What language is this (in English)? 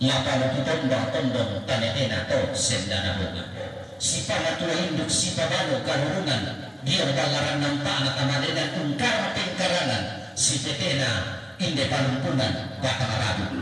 Toraja-Sa'dan